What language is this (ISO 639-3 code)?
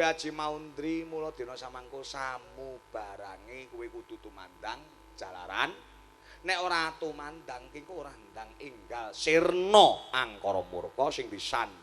jav